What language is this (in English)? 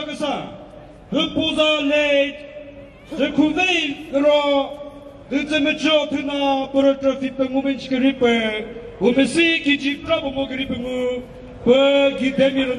Chokri Naga